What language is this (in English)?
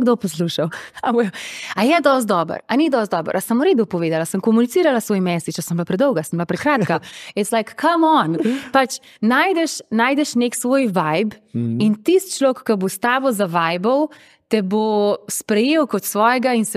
Slovenian